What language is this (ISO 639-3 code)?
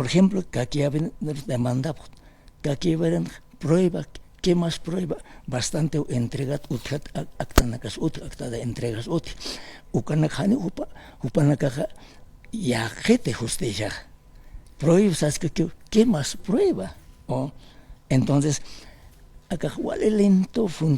aym